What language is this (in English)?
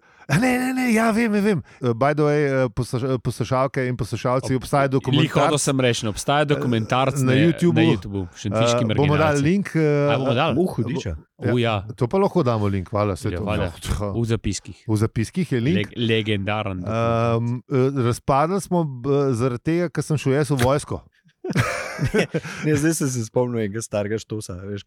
Slovenian